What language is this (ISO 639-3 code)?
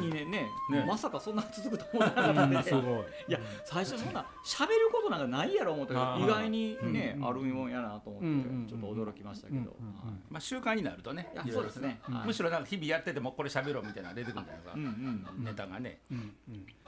jpn